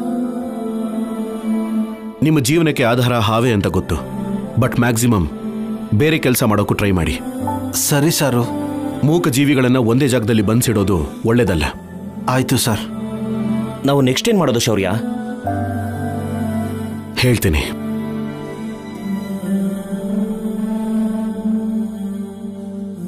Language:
Kannada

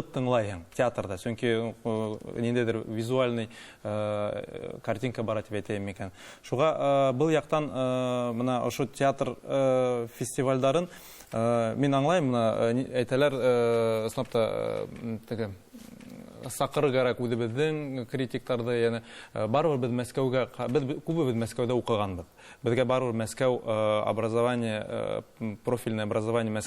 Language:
Tatar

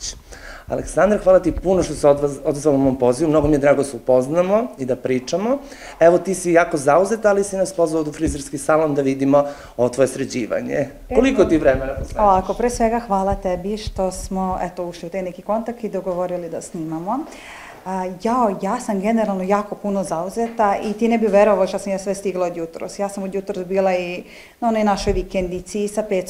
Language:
Serbian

